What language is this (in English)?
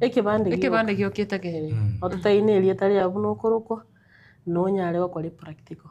Gusii